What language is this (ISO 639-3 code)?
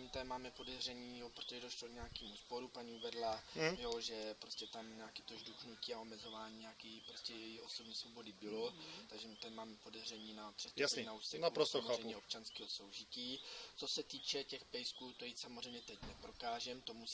ces